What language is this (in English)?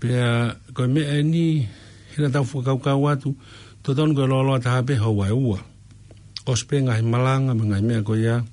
Tongan